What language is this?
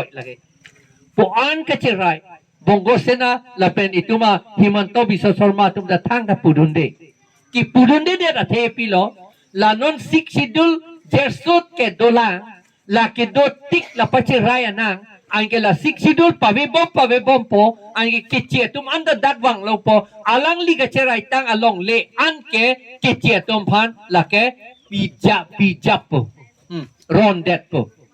Karbi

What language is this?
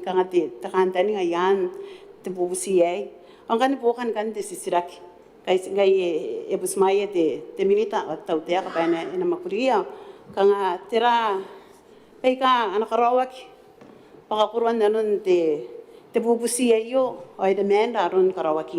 Gilbertese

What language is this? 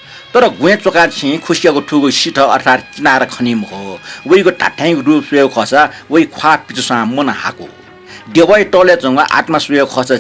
Newari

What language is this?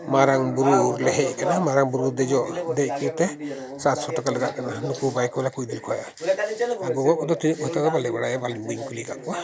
Santali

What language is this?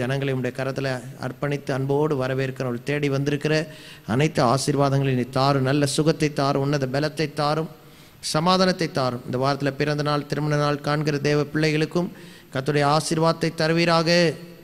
Tamil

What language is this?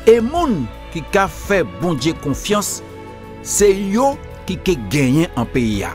Guadeloupean Creole French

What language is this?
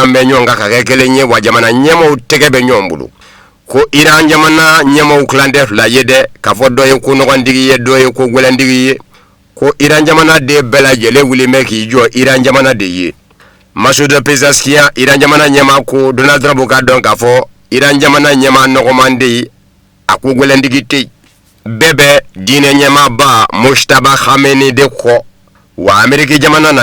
Bambara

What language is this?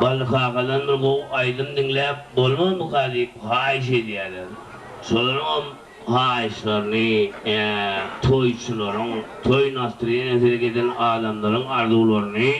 Turkmen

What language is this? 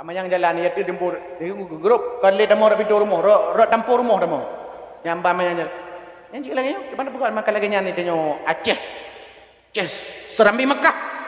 Achinese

